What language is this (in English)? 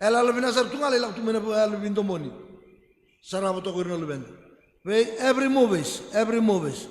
Fijian